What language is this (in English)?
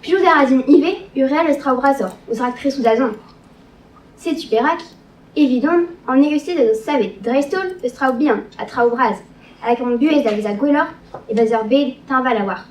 Breton